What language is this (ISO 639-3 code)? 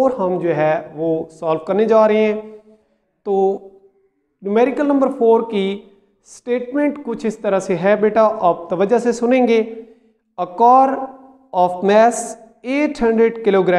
hin